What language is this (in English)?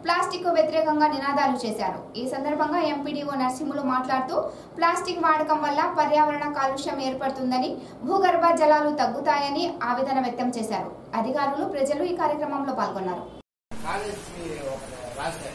Telugu